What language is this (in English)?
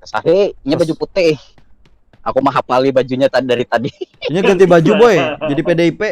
Banjar